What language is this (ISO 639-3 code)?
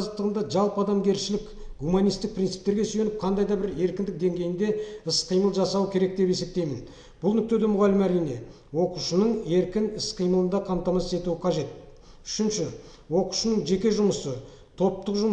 kaz